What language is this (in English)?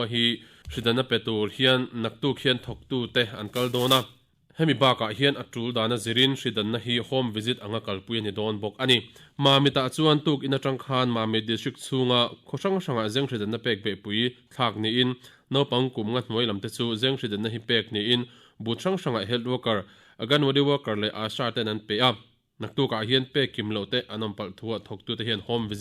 Mizo